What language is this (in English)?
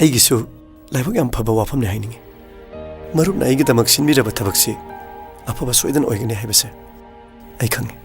Manipuri